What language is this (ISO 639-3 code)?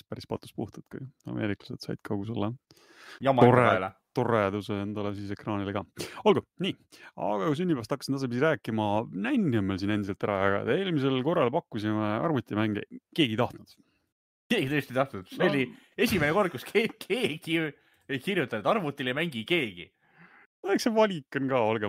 est